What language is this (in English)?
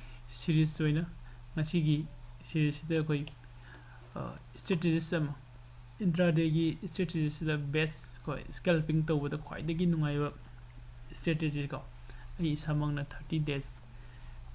Manipuri